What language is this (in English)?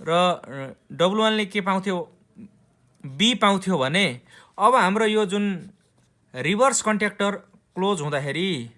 Nepali